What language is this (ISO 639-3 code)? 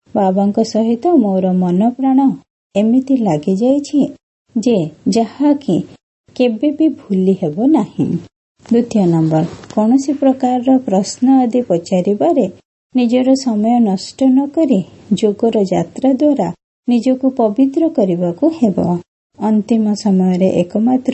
ori